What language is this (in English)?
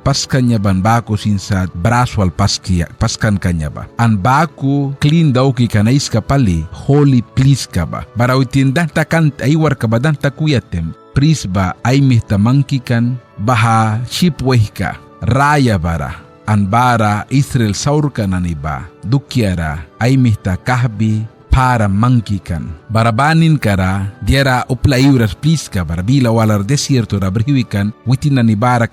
Mískito